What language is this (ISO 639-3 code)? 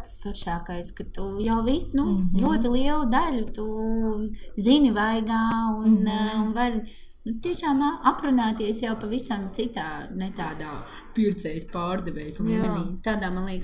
lav